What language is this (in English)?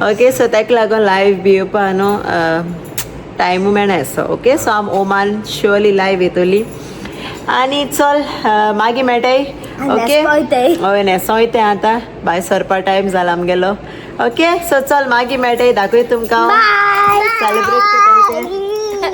Konkani